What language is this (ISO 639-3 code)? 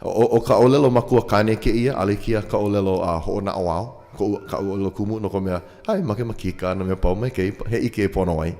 haw